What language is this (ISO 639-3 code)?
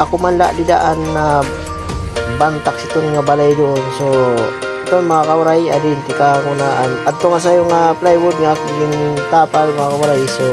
war